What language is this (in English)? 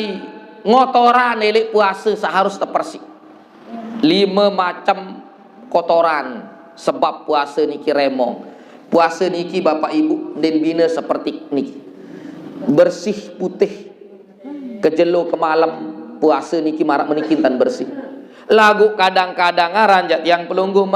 Sasak